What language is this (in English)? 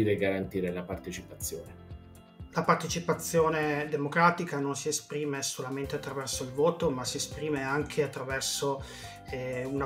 Italian